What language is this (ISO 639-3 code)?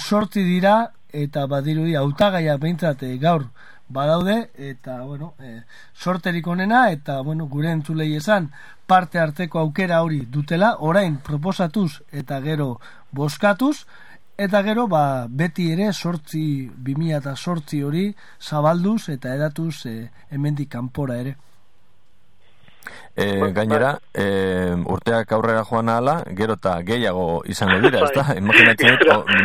eus